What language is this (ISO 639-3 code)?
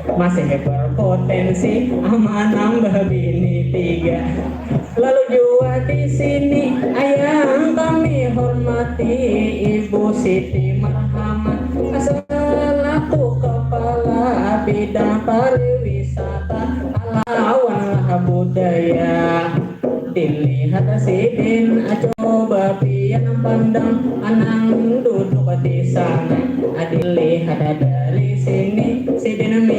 bjn